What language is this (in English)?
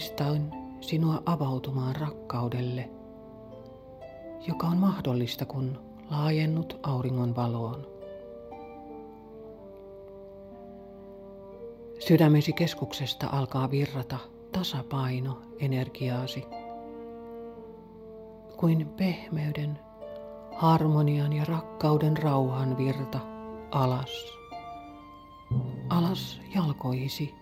Finnish